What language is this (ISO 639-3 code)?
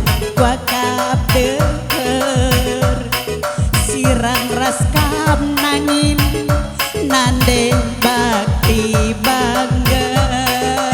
btx